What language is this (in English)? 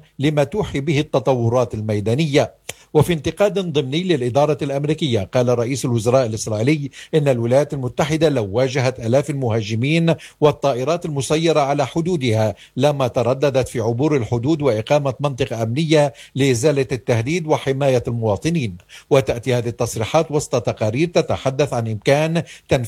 Arabic